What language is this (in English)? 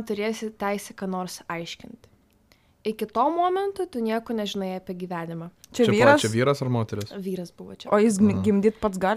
Lithuanian